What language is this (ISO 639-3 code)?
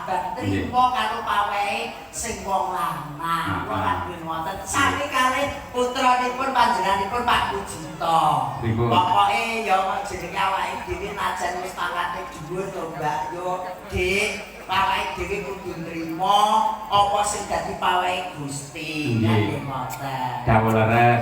jav